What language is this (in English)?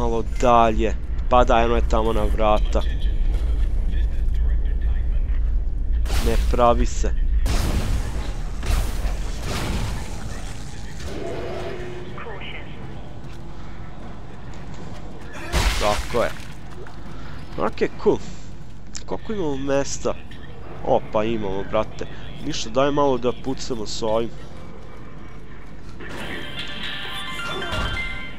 Serbian